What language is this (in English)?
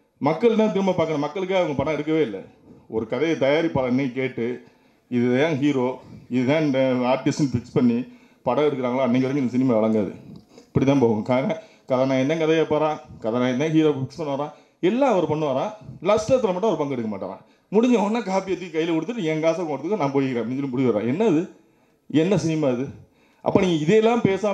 Tamil